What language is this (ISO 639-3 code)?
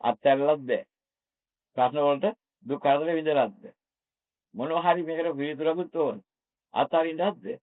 sin